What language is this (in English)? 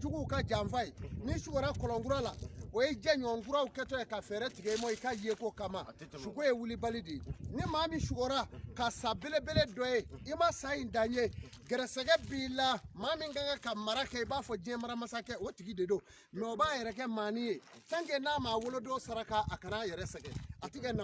Bambara